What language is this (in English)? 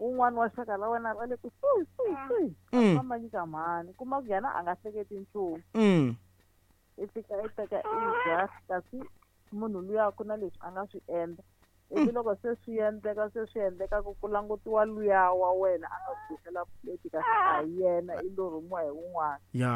Tsonga